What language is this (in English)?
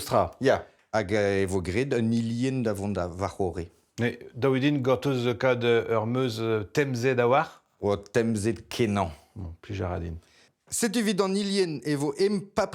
Breton